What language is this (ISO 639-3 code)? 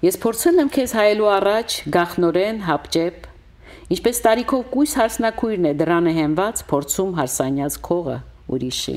hye